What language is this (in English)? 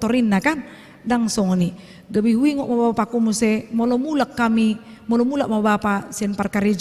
Batak Toba